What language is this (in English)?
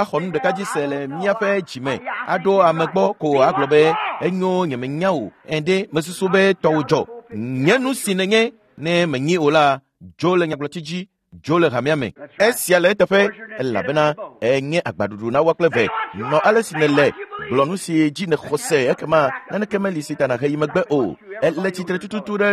Ewe